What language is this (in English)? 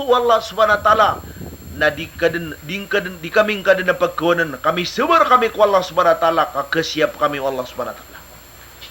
Maranao